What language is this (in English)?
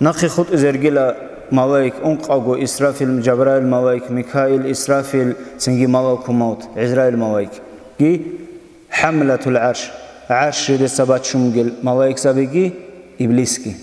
Avaric